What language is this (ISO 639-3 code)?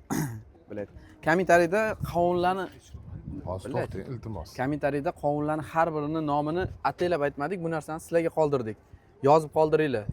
uzb